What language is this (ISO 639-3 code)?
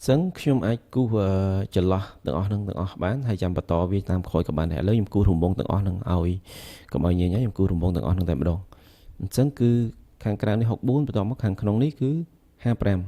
khm